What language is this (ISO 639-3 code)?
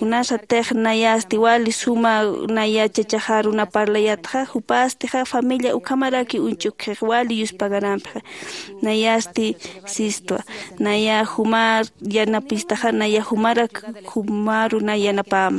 aym